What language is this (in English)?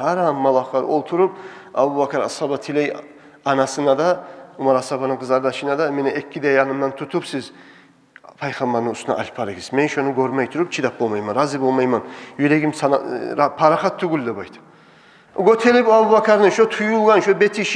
Kumyk